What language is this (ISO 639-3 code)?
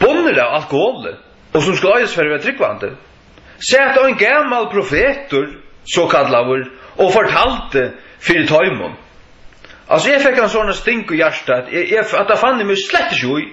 fao